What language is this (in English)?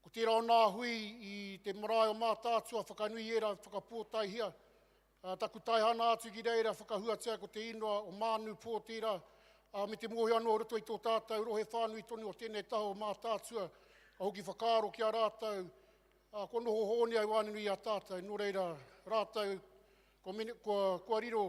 Māori